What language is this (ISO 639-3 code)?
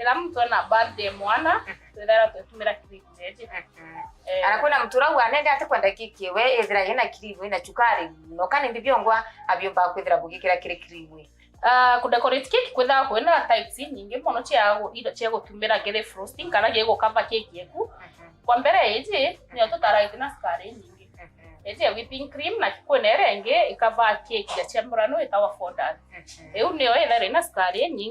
mer